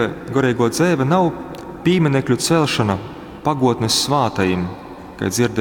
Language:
Latgalian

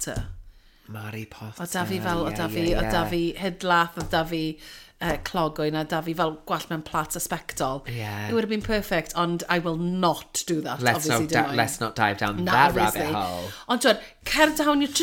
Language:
Welsh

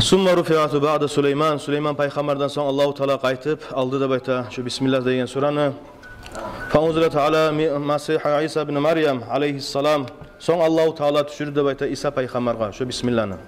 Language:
Kumyk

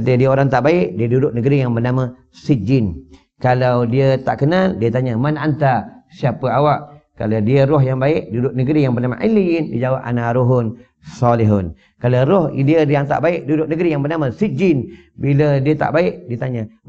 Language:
Malay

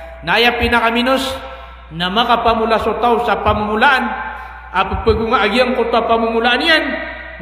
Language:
Maranao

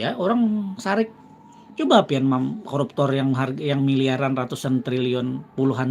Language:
Banjar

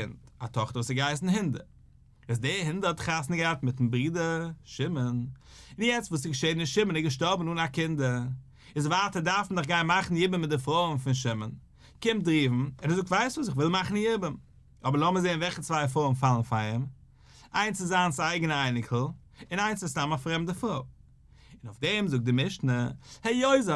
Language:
Yiddish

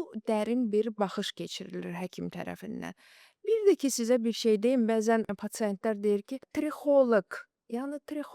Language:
Azerbaijani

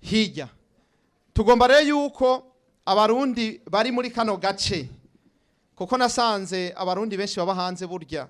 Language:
Rundi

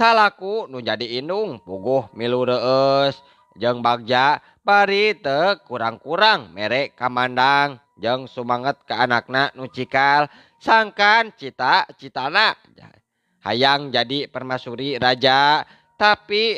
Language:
Sundanese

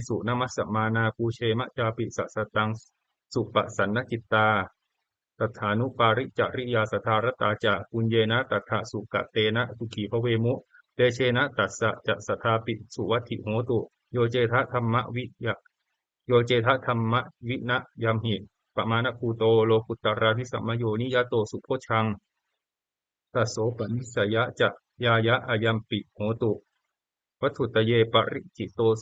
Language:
Pali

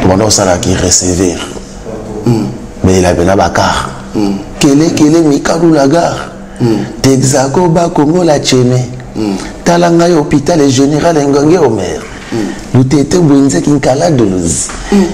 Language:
Lingala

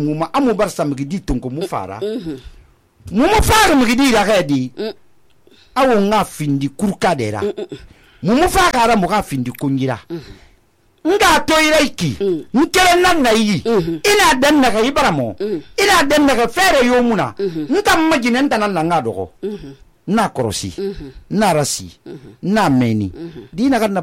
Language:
Susu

